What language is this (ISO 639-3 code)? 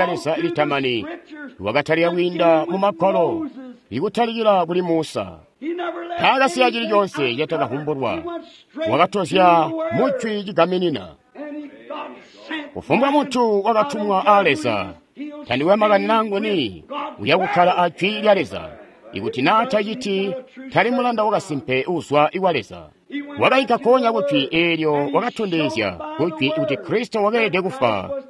toi